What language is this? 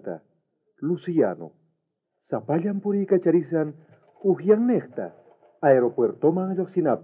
South Bolivian Quechua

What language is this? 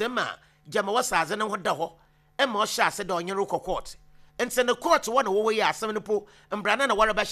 Akan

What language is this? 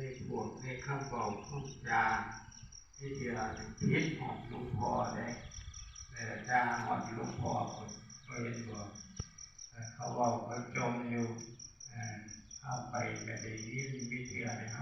Northeastern Thai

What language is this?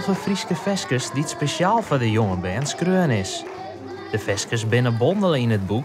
Western Frisian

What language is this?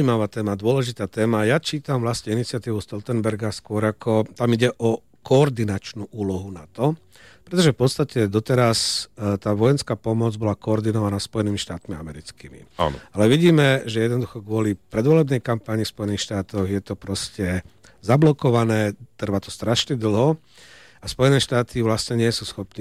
Slovak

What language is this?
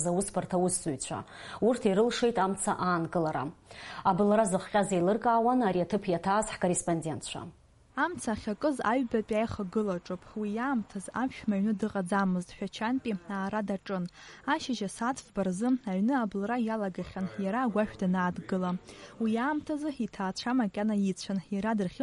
Abkhazian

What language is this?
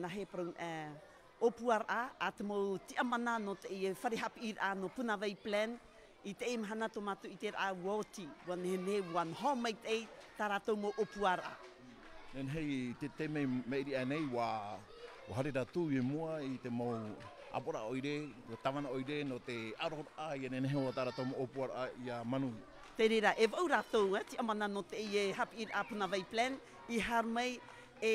Tahitian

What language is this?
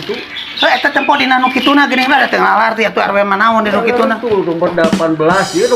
Sundanese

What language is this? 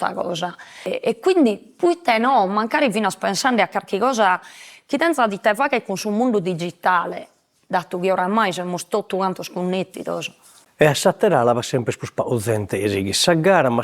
Sardinian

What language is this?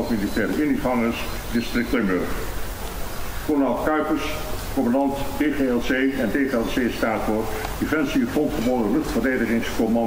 Dutch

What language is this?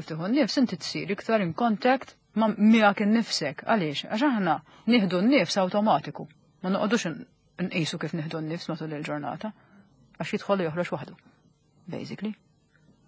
Maltese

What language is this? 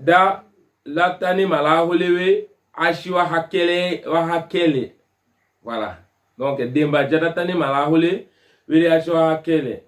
Tetela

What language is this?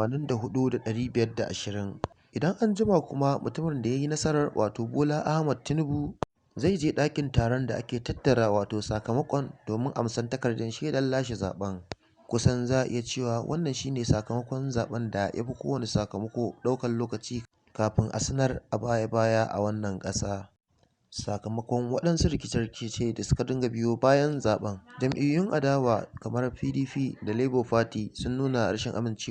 Hausa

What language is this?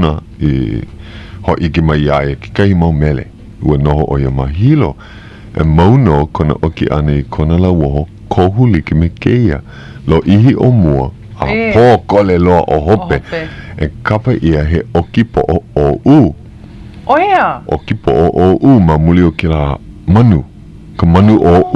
Hawaiian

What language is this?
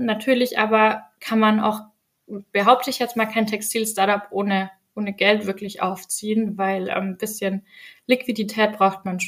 German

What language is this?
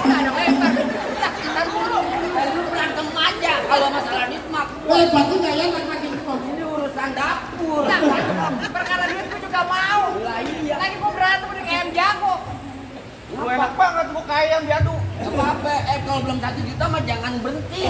Betawi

